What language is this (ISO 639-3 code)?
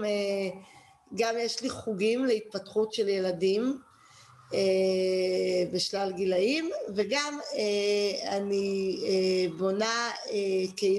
heb